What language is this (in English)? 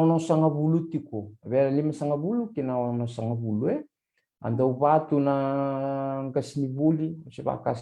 Fijian